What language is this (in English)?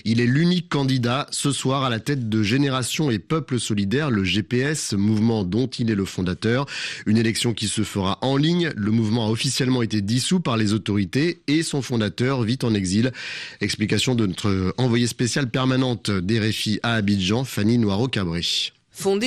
French